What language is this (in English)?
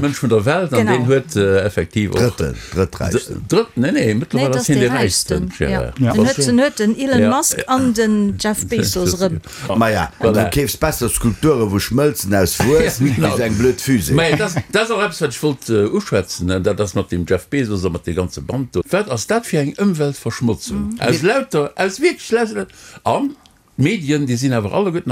Luxembourgish